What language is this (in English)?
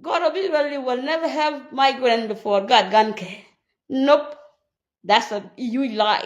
Nuer